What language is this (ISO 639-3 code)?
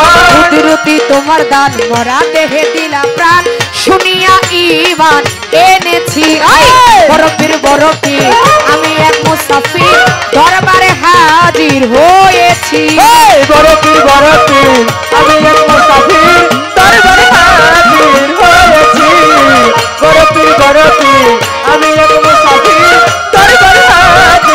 ben